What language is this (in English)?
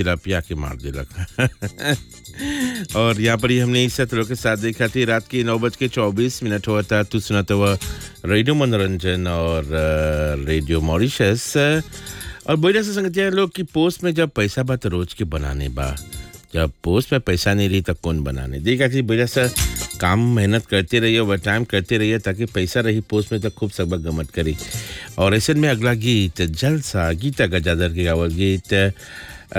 Bhojpuri